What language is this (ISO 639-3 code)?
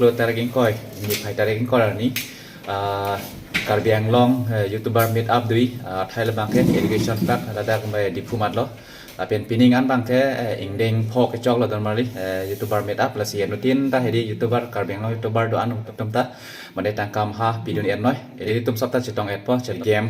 mjw